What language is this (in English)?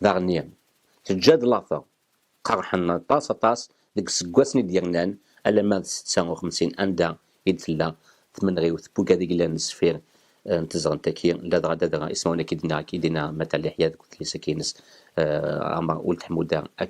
Kabyle